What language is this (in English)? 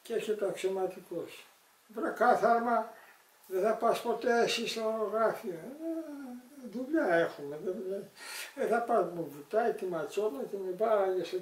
Greek